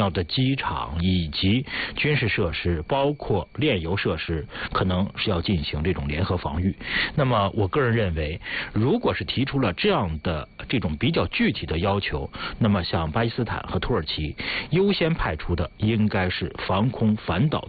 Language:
Chinese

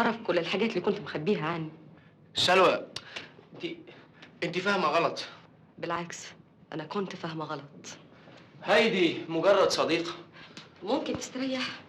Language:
Egyptian Arabic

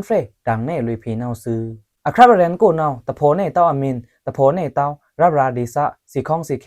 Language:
Pa'o Karen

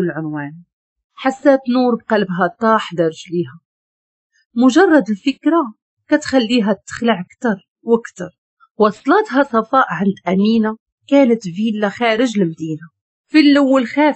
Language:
Moroccan Arabic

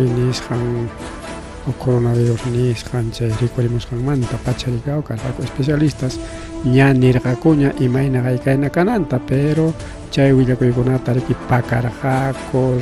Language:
Ayacucho Quechua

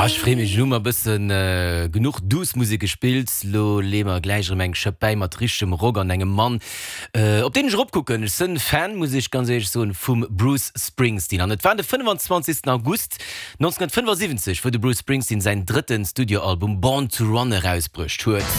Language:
Luxembourgish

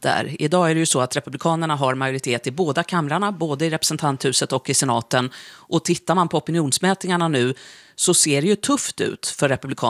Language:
Swedish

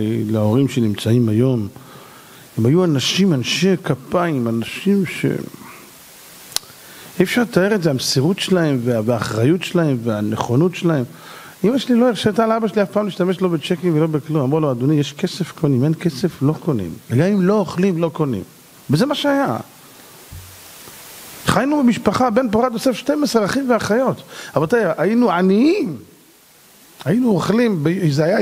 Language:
Hebrew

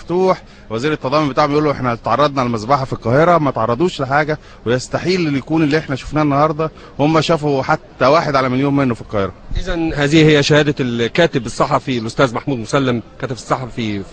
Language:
Egyptian Arabic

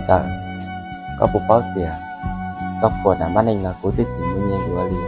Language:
Hmong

